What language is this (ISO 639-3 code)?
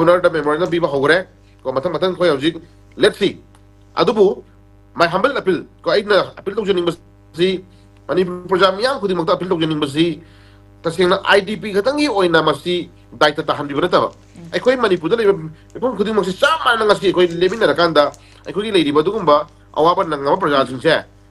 mni